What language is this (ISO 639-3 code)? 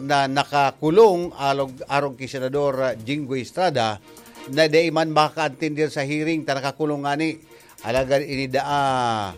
bik